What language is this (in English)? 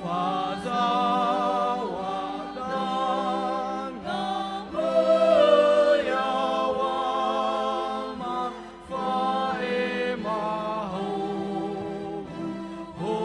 Nias